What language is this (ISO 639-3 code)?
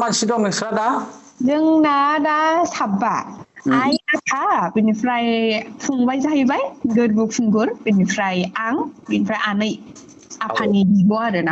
brx